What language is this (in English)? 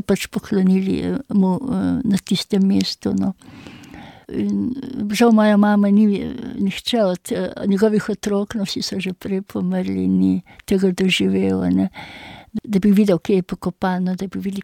Slovenian